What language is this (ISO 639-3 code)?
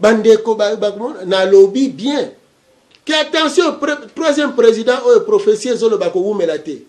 lin